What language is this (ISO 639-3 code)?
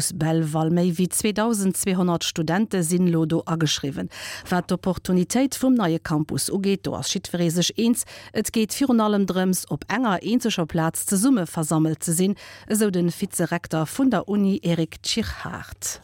ltz